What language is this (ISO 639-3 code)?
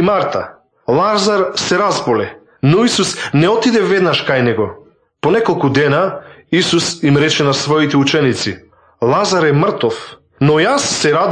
mkd